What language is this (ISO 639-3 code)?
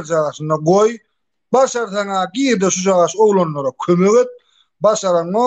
tuk